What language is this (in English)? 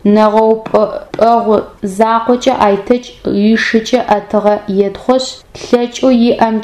Adyghe